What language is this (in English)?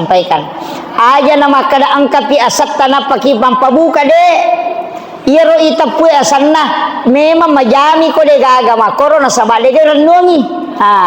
Buginese